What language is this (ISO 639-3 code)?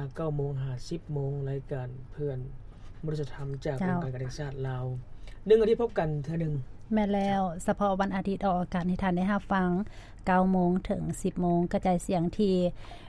lao